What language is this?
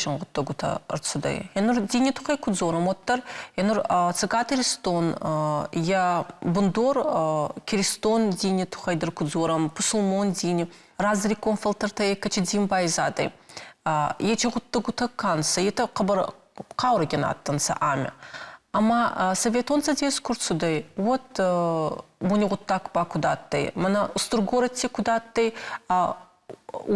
Ossetic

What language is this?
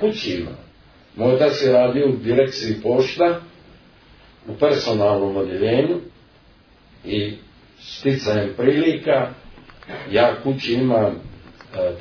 Serbian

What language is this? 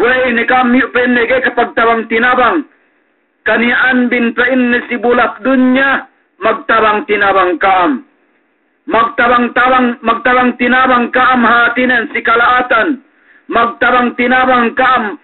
Yakan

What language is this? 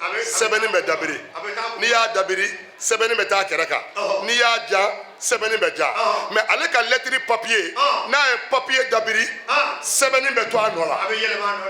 Bambara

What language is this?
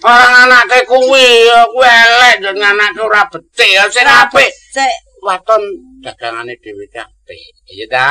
Javanese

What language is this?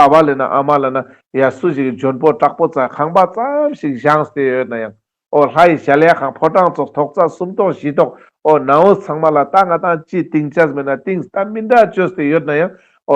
Ladakhi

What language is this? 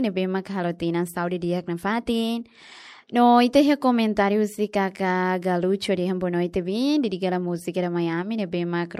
Tetum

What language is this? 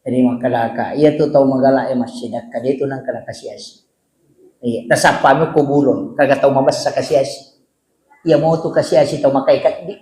Buginese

